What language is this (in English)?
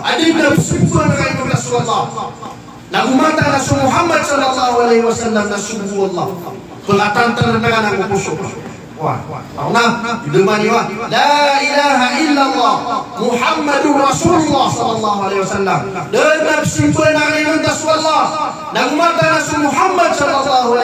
Maranao